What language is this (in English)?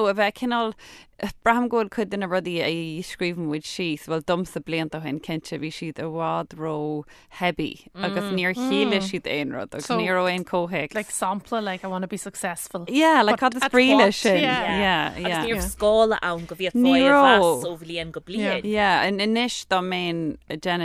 Irish